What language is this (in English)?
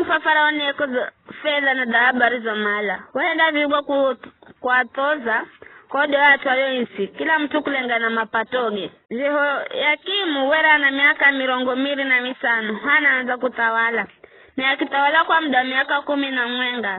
Giryama